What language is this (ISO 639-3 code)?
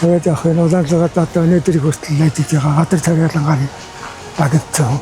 mon